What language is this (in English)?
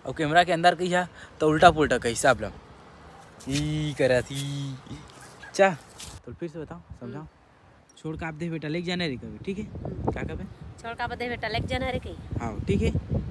Chhattisgarhi